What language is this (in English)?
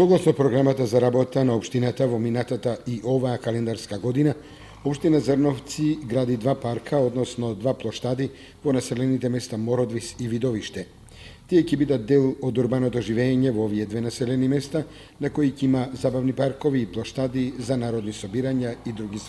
Macedonian